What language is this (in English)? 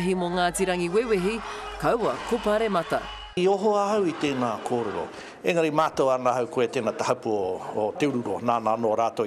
Māori